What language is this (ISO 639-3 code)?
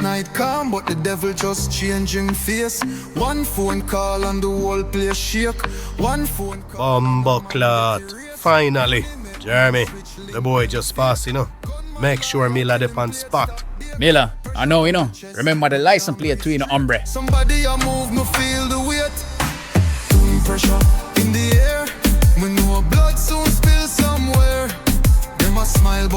jam